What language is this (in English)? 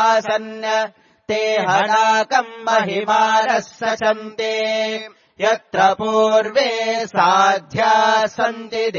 Sanskrit